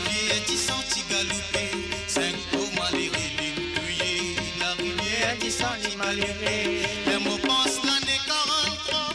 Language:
Morisyen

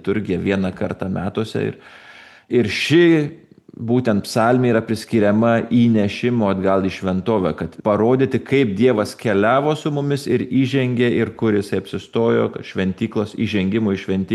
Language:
Lithuanian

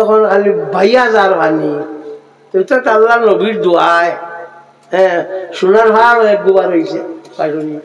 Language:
Sylheti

